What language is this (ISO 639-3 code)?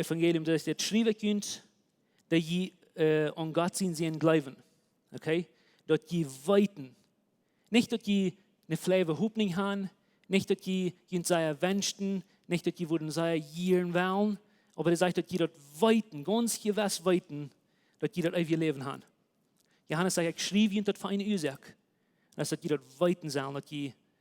pdt